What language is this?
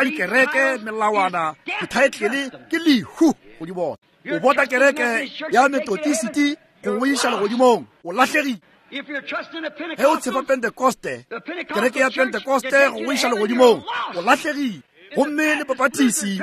Northern Sotho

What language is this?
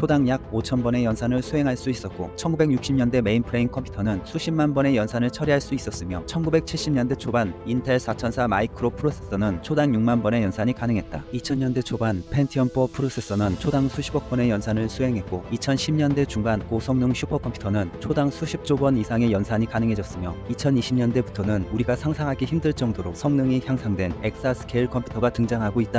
Korean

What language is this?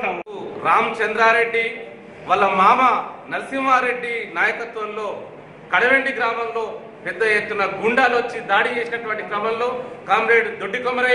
Telugu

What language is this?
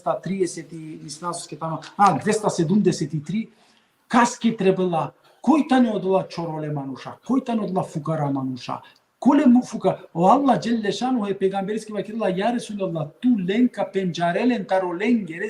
Balkan Romani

